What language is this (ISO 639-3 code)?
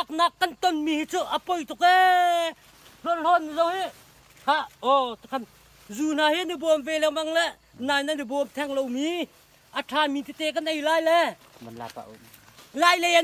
cnh